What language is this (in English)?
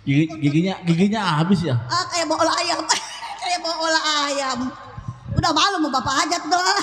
Betawi